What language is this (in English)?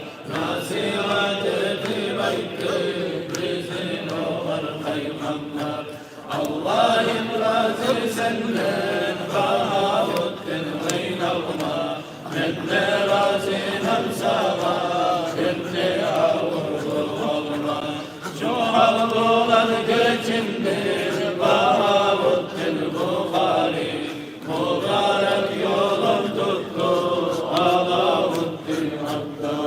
Kumyk